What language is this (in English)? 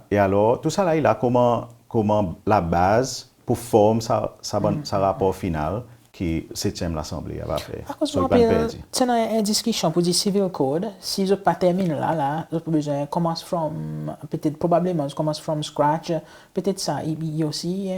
Seselwa Creole French